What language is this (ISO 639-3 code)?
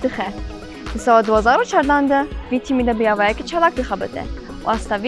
kur